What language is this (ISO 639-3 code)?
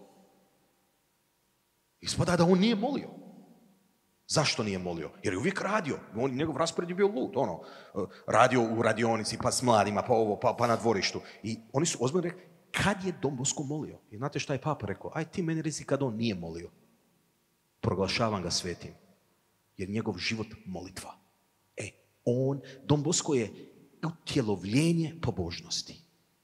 hrv